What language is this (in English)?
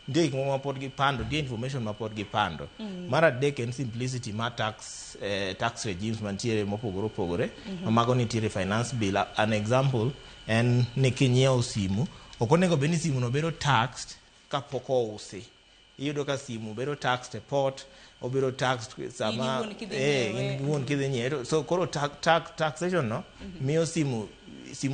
Luo (Kenya and Tanzania)